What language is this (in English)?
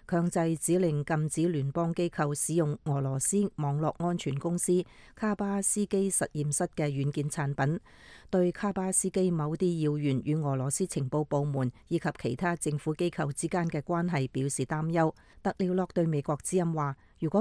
Cantonese